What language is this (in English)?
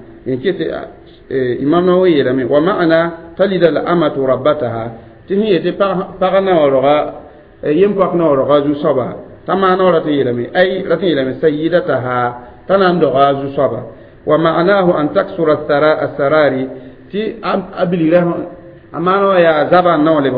Mossi